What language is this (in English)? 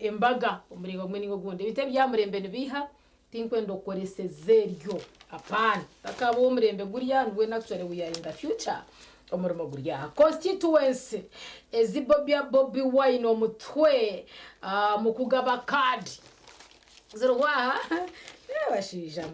Nyankole